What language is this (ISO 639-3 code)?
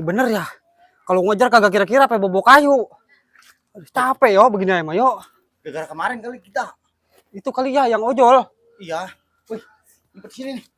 bew